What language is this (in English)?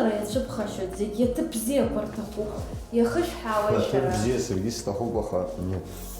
Abkhazian